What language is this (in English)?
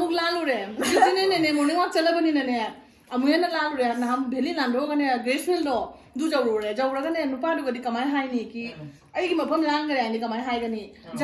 Manipuri